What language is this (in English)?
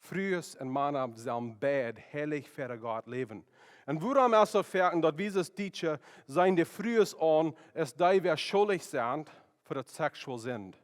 Plautdietsch